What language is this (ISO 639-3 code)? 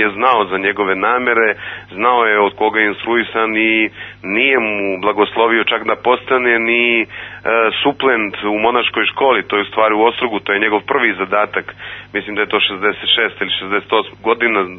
srp